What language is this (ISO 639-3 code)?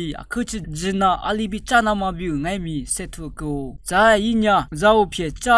lis